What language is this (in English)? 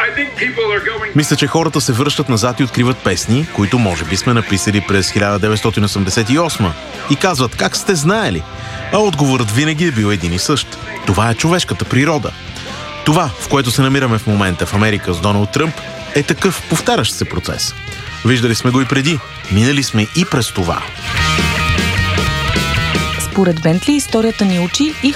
Bulgarian